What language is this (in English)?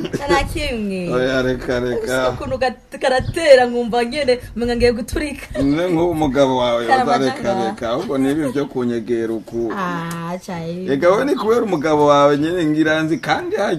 Rundi